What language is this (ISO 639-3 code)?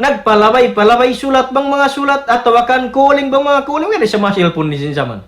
tsg